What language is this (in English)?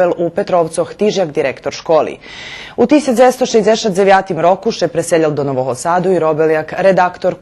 Rusyn